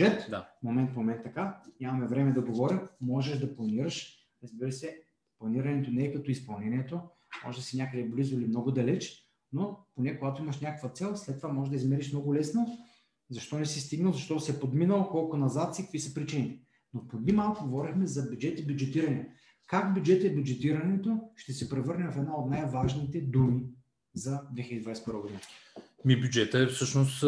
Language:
Bulgarian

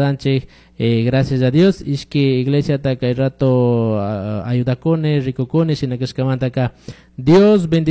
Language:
Chimborazo Highland Quichua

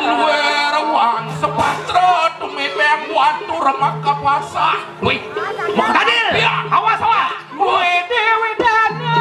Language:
Balinese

